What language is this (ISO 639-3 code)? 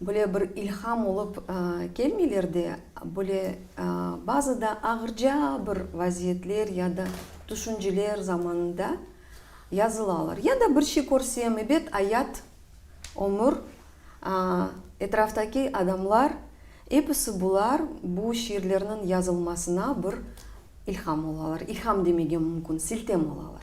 crh